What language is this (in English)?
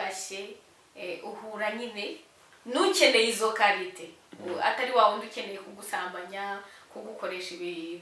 Kinyarwanda